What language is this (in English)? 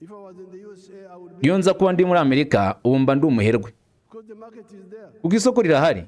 Kinyarwanda